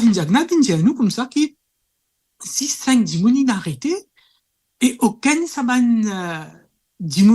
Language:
Morisyen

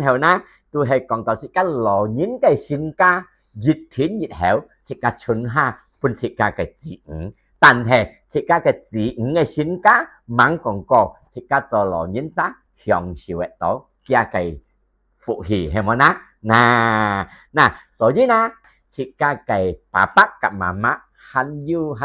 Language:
Hakka Chinese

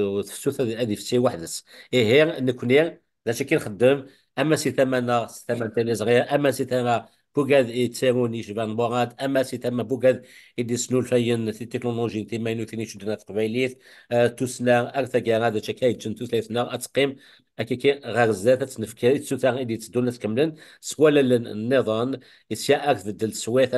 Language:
Kabyle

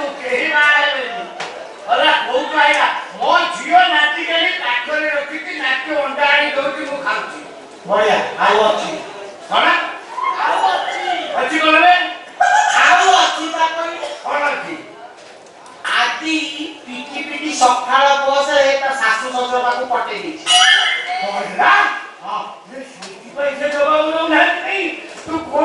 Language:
Odia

